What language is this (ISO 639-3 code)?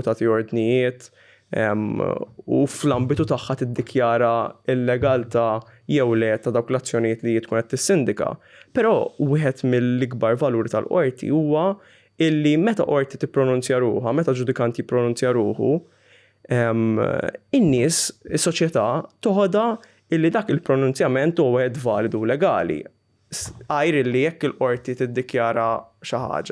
mlt